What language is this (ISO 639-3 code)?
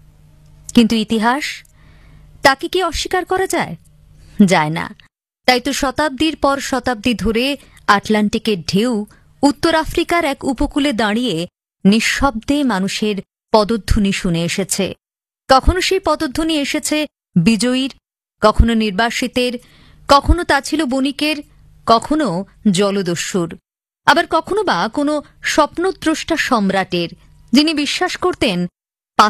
ben